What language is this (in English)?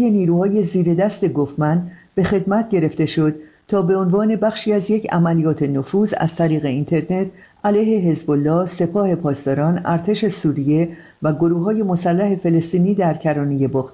Persian